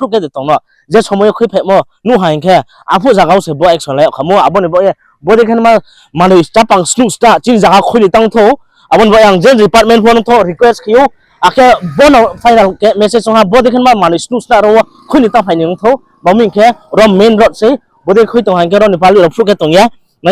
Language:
Riang (India)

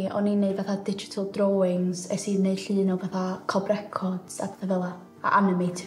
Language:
Welsh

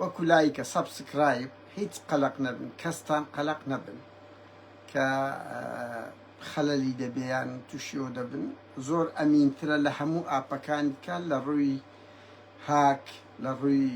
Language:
Central Kurdish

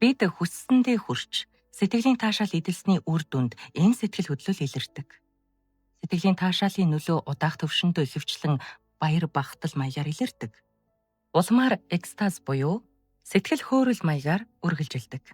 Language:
Mongolian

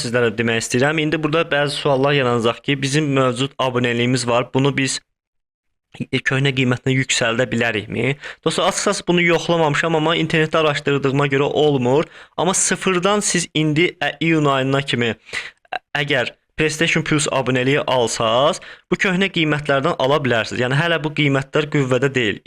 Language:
Azerbaijani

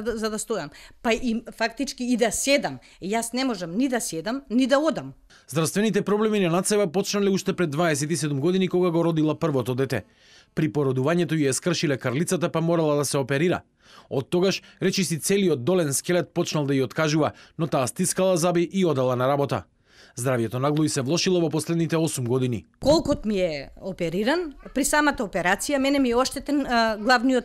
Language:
Macedonian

